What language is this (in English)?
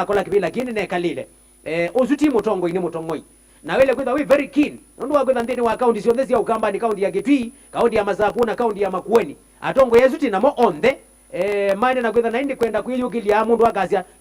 Kamba